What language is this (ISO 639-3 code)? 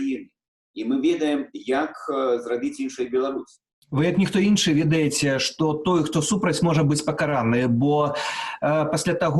bel